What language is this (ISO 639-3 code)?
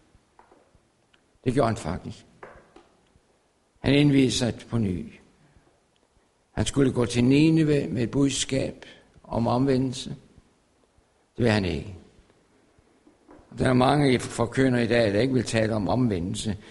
dan